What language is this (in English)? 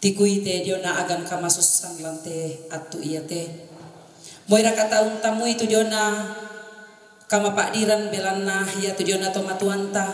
Toraja-Sa'dan